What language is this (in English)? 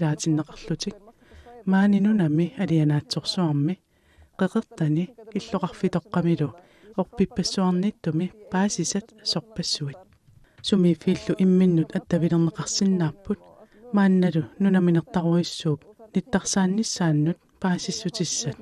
Kalaallisut